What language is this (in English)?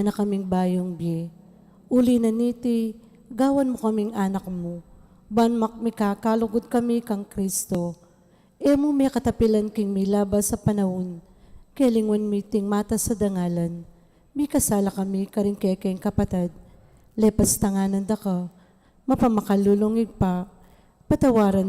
Pampanga